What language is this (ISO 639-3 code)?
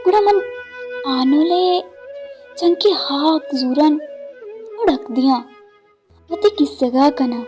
bal